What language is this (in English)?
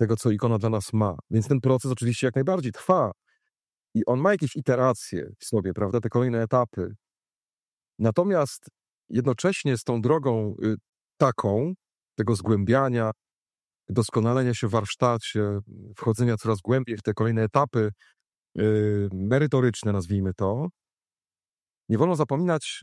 Polish